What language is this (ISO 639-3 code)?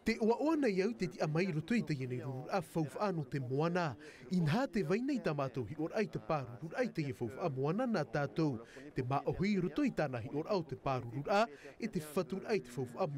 tah